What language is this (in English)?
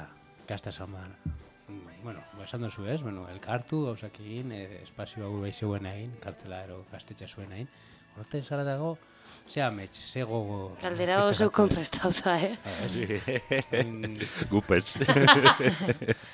Basque